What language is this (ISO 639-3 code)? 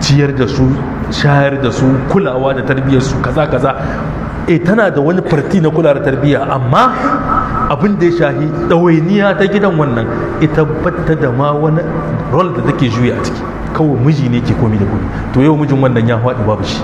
hau